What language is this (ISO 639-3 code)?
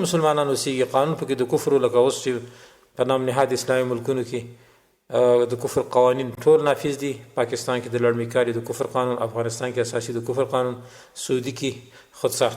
pus